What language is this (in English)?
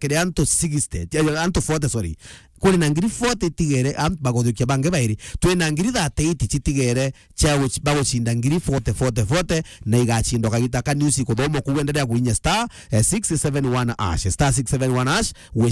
Meru